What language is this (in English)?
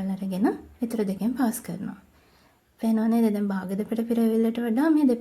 Sinhala